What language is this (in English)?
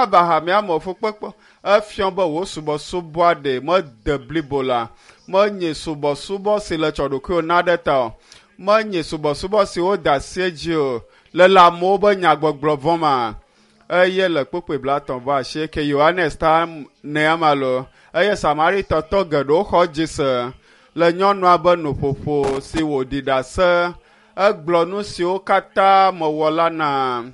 Ewe